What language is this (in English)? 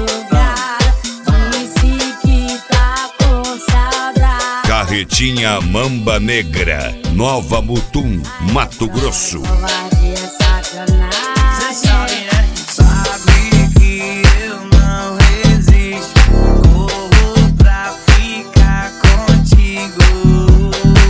Portuguese